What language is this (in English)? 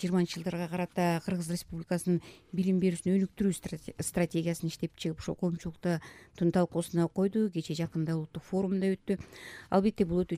Kyrgyz